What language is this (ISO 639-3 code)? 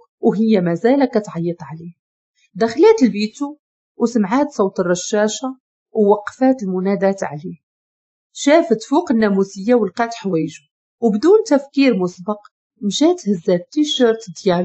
ary